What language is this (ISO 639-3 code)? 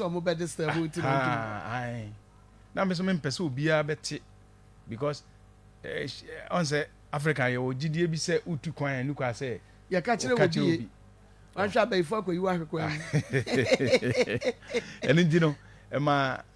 aka